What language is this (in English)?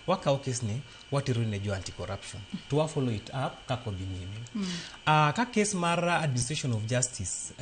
Luo (Kenya and Tanzania)